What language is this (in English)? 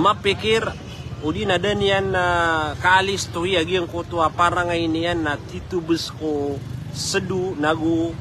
Maranao